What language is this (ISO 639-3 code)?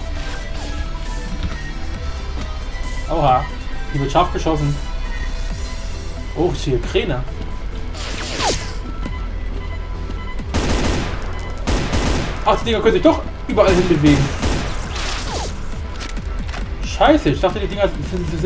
deu